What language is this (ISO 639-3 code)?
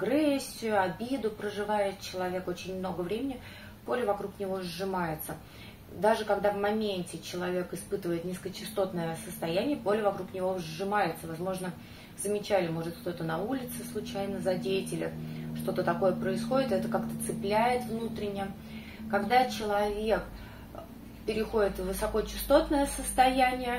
rus